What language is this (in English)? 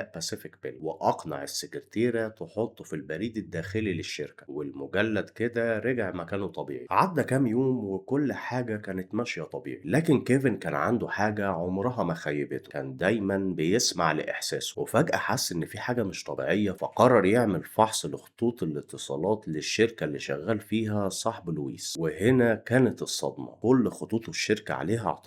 Egyptian Arabic